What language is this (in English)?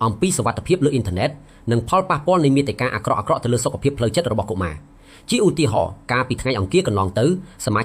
Khmer